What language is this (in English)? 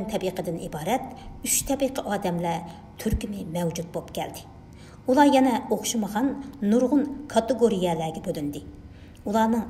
Uyghur